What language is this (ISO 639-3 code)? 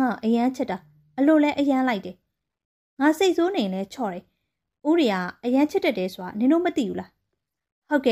mya